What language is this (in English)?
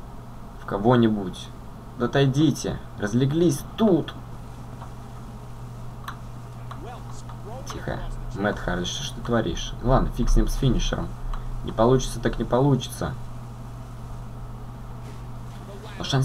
Russian